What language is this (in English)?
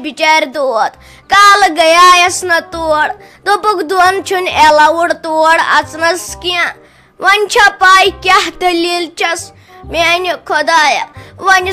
Kashmiri